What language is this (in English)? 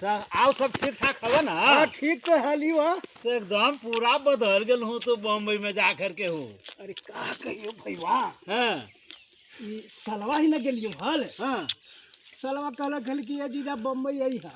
Magahi